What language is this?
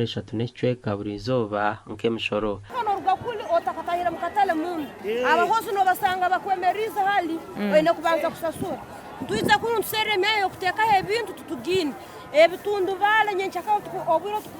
Nyankole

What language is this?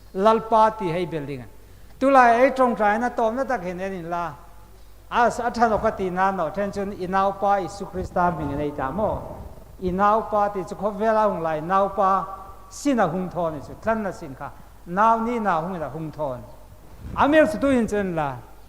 Hmar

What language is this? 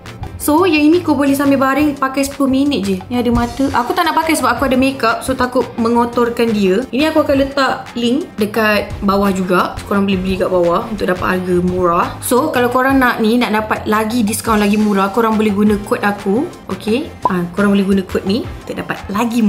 Malay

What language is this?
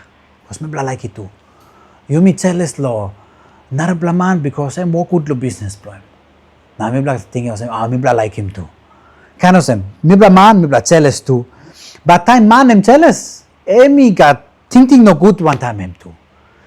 Tok Pisin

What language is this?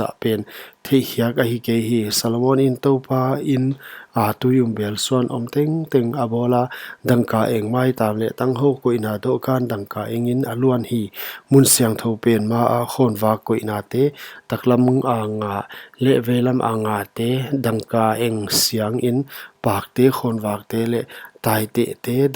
Paite Chin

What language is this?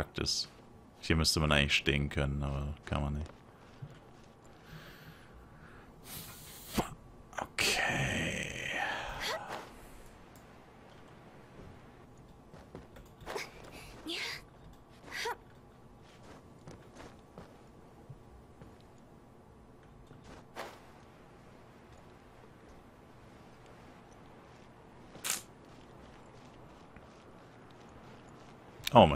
German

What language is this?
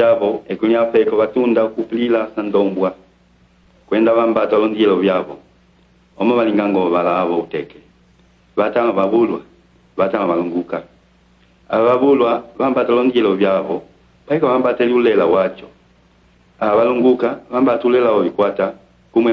Umbundu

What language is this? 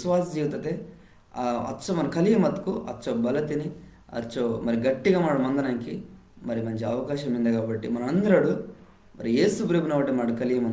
Koya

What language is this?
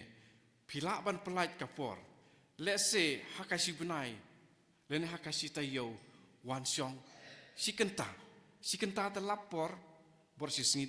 Khasi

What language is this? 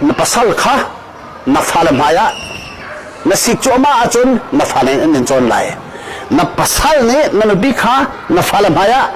Hakha Chin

